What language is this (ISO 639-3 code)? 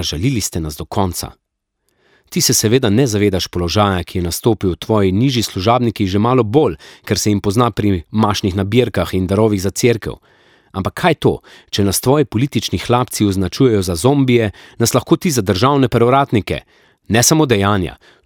slv